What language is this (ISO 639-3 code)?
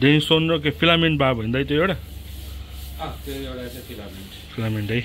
nep